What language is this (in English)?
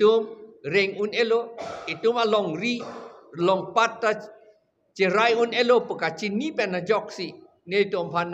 Karbi